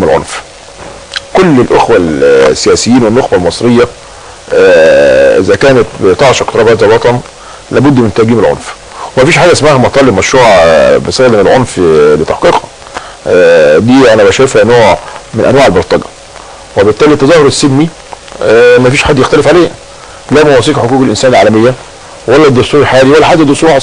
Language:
Egyptian Arabic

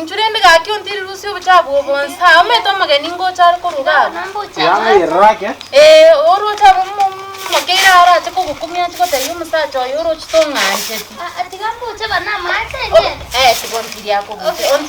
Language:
Gusii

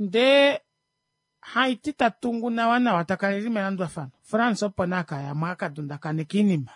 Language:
Kuanyama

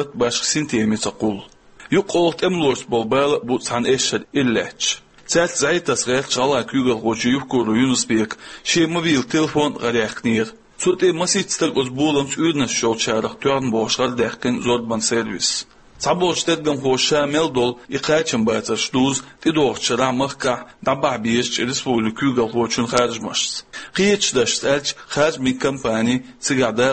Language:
Chechen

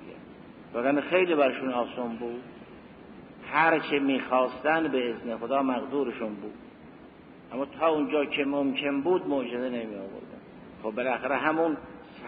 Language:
Persian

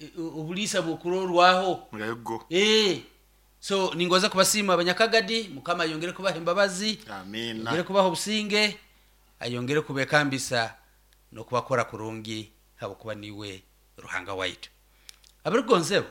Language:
Nyoro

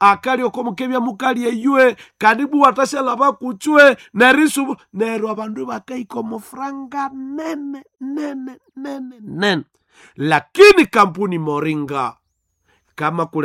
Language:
Nande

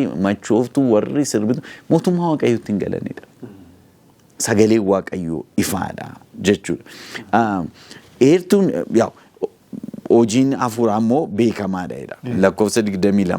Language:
Oromo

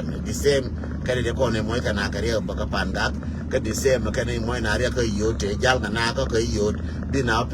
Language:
Nuer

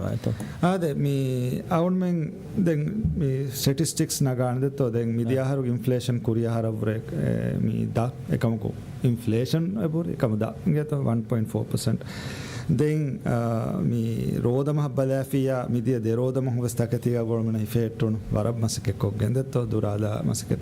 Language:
Divehi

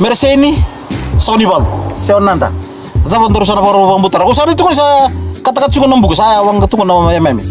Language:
Fijian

